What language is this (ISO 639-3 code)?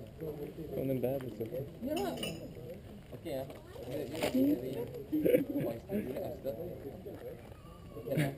swe